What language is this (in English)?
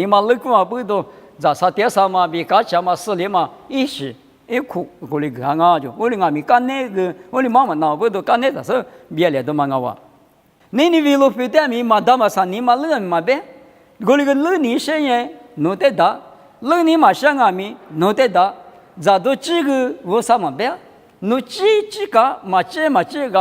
Lisu